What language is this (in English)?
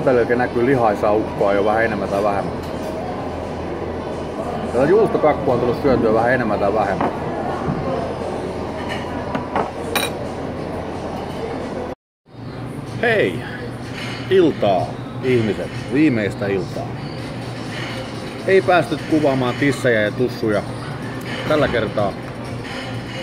Finnish